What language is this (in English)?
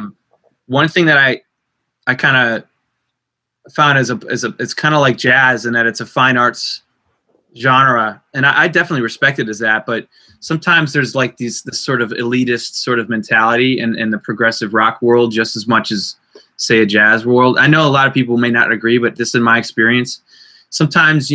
English